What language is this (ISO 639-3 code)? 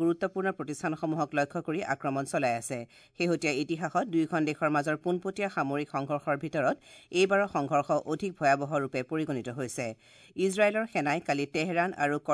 asm